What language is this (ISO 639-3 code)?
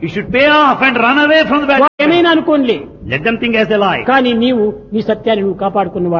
tel